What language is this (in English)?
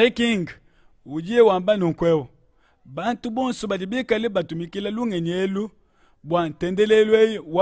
Luba-Lulua